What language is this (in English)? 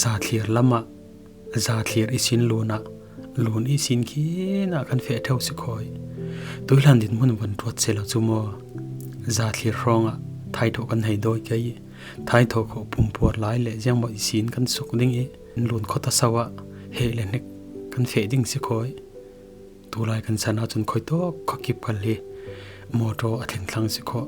Falam Chin